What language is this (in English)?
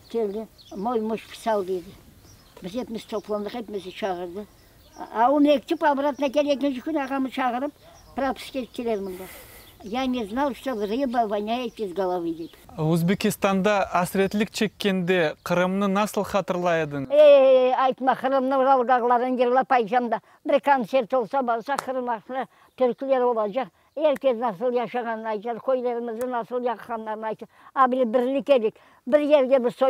Crimean Tatar